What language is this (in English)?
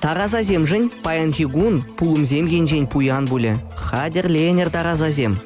Chuvash